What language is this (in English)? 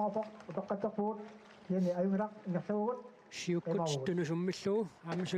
Kalaallisut